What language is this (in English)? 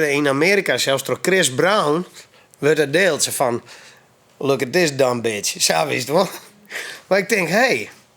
Western Frisian